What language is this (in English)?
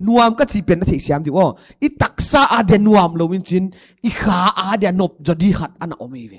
Paite Chin